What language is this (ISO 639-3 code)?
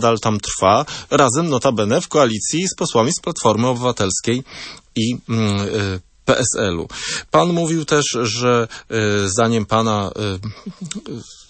pol